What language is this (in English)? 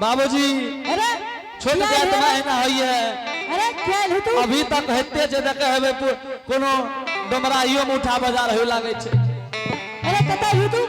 Angika